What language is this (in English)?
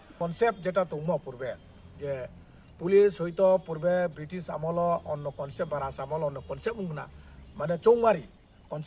Riang (India)